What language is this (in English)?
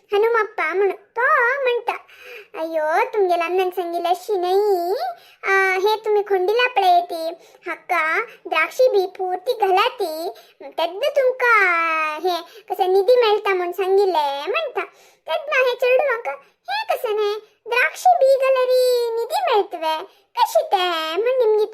Konkani